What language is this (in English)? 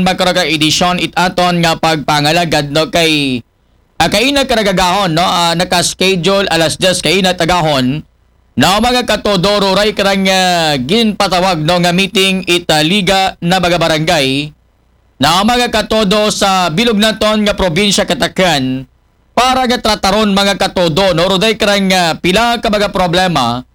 Aklanon